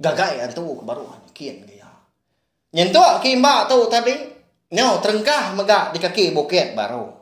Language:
Iban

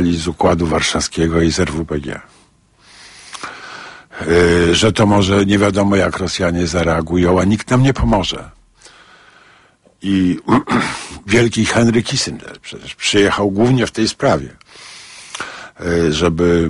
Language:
Polish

